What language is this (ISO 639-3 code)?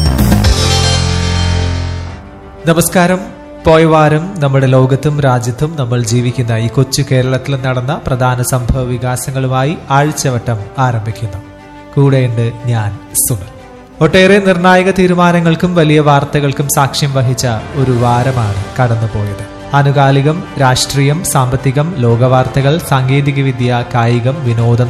mal